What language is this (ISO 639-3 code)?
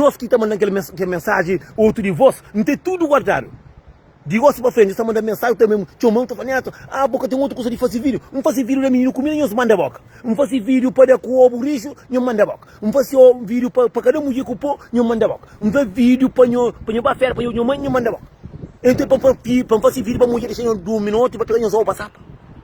kea